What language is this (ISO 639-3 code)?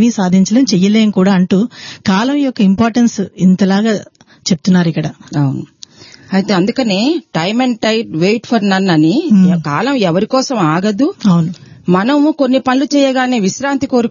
tel